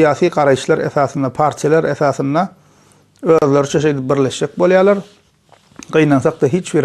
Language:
Turkmen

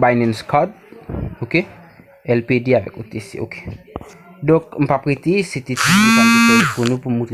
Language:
Haitian Creole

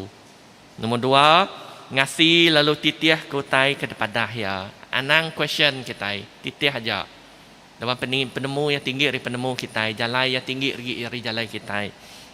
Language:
Iban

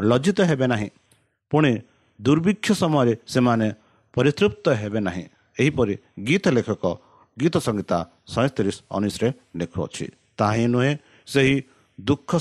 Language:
Odia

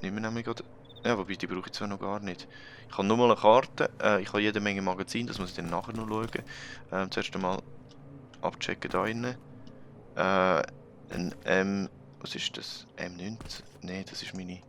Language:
Swiss German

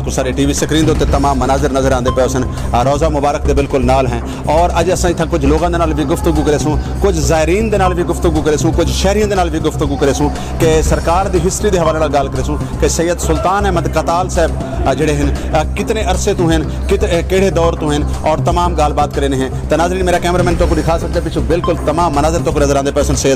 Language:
Saraiki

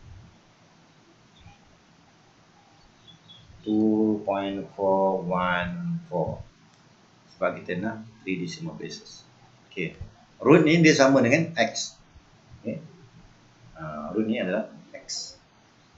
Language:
Malay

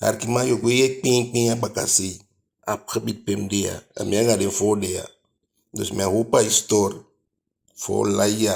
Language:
Eastern Maroon Creole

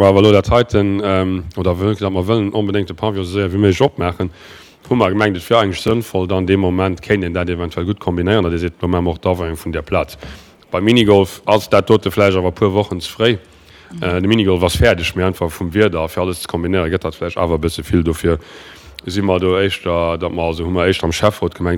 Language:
Luxembourgish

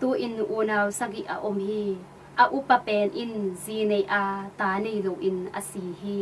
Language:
Tedim Chin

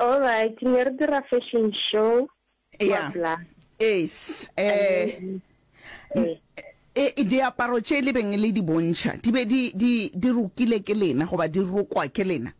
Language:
Northern Sotho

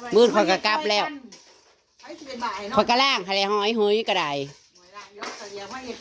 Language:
Northeastern Thai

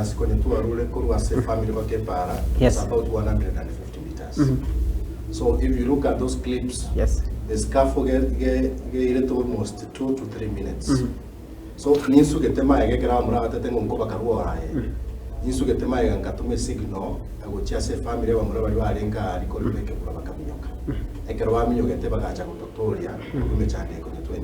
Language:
Gusii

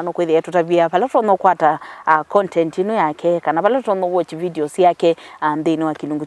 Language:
Kamba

